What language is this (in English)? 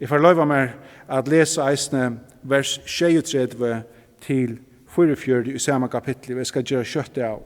Faroese